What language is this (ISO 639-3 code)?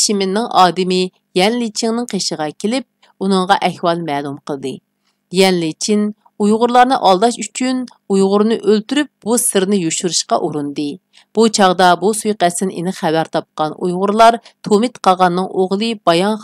uig